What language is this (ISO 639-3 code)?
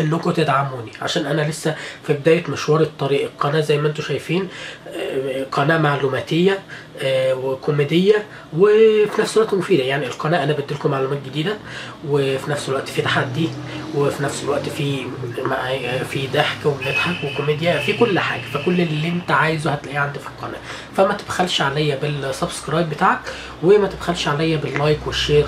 arz